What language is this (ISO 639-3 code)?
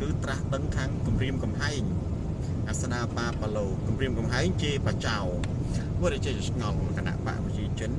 khm